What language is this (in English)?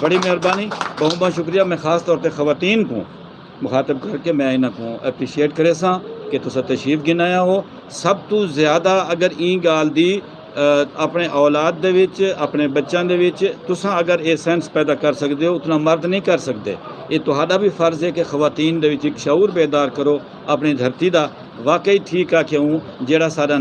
Saraiki